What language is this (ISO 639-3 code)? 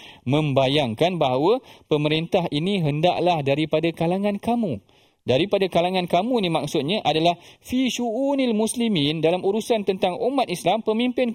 msa